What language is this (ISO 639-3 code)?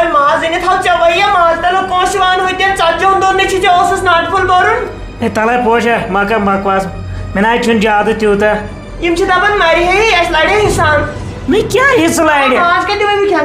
kas